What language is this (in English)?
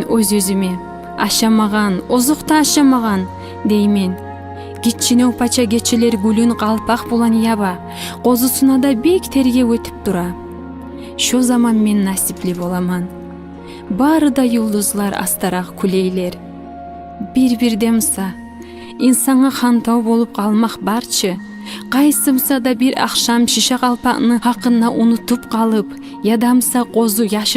Kumyk